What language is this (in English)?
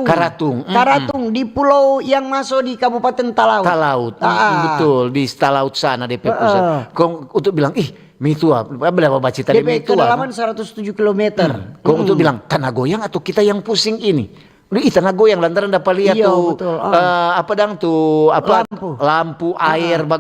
Manado Malay